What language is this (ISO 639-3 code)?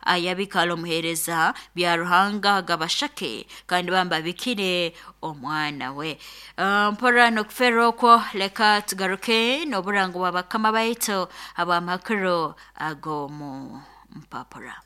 nyo